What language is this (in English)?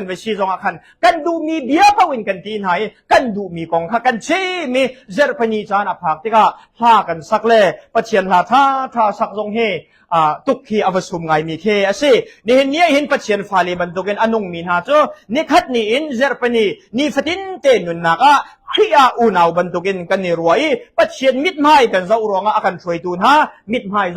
Hakha Chin